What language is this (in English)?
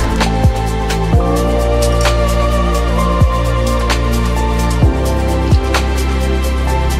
Bulgarian